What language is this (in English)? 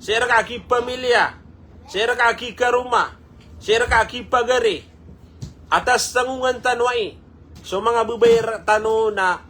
Maranao